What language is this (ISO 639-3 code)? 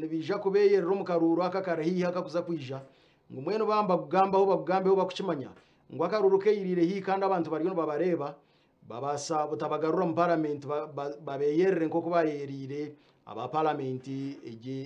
nyn